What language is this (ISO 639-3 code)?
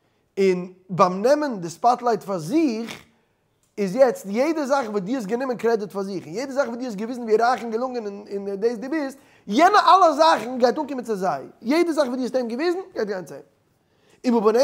yid